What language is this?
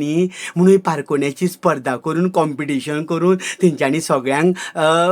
Konkani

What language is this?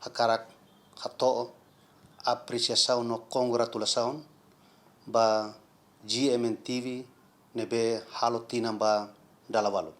Tetum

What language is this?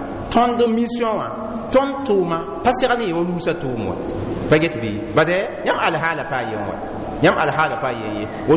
Mossi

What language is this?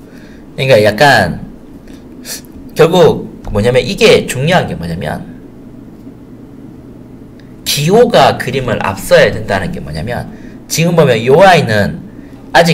Korean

